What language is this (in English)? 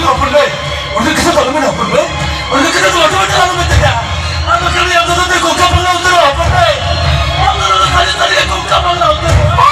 Santali